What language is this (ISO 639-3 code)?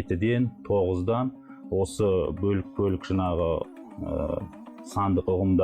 kaz